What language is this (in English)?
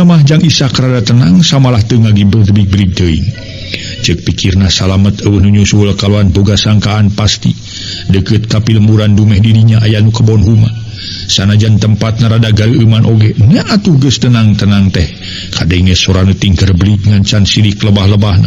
Sundanese